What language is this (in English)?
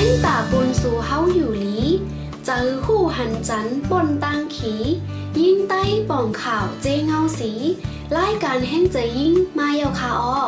Shan